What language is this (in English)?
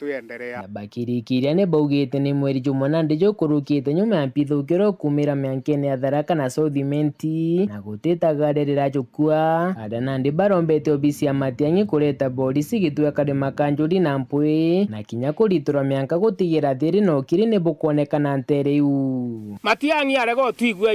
Meru